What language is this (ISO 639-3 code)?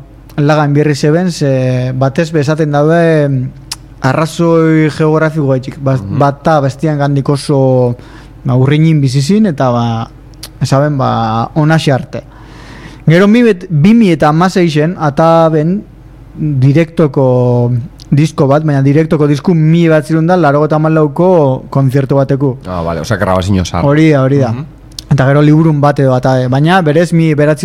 eus